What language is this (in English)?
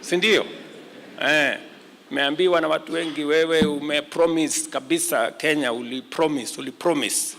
Kamba